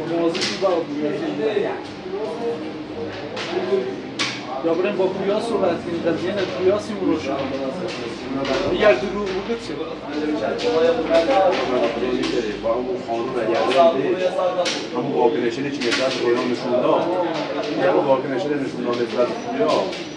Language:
Persian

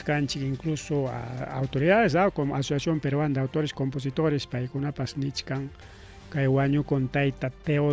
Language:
Ayacucho Quechua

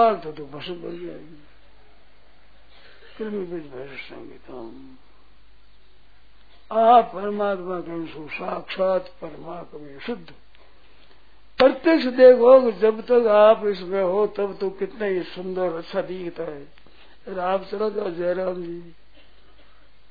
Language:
Hindi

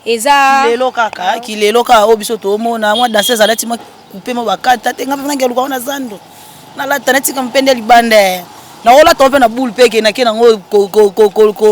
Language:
Lingala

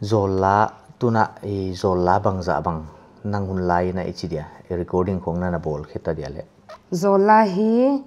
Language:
Paite Chin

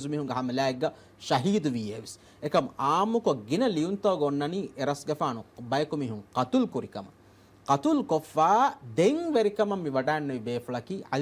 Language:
Divehi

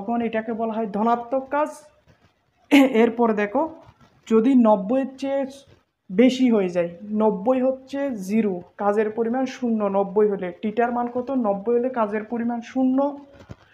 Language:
Bangla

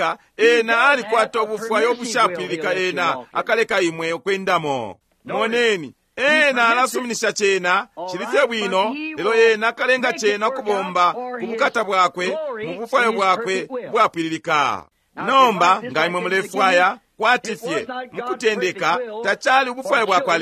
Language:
Bemba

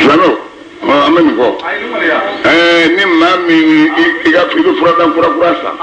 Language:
Bambara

